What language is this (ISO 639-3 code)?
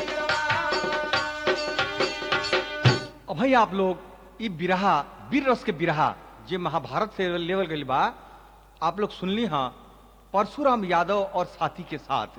bho